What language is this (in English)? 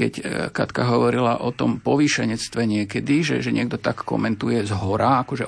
Slovak